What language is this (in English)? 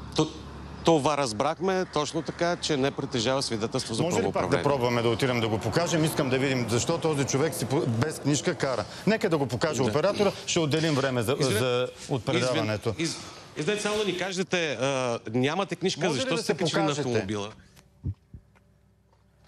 Bulgarian